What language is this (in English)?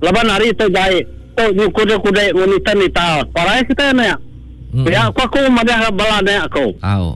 Iban